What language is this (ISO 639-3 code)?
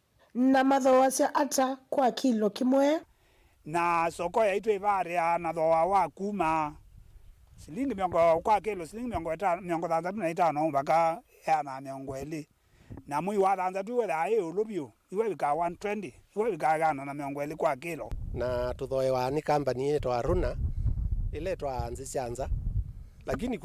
kam